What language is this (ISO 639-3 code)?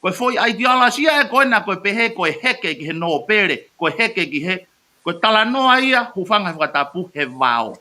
ton